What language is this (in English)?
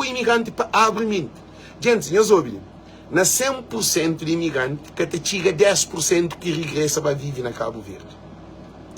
Kabuverdianu